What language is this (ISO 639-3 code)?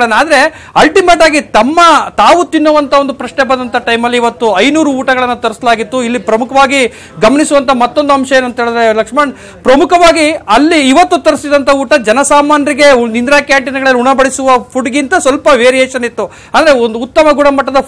kan